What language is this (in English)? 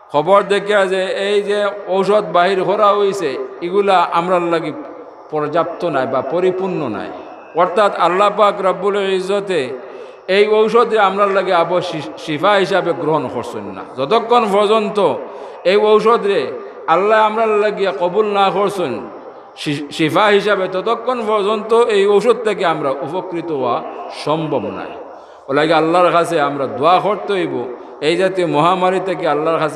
Sylheti